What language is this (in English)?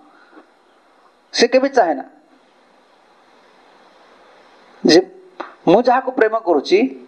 Odia